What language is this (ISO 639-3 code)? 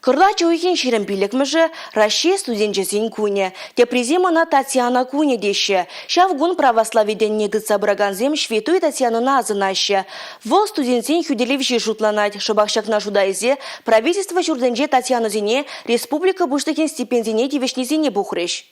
chv